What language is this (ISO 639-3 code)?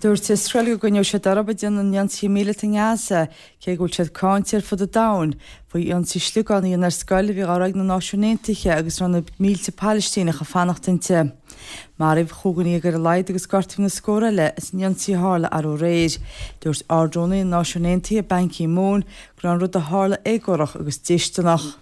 gle